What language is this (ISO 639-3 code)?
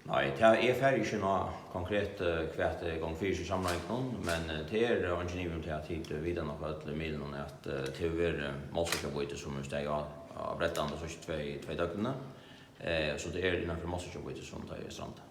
fao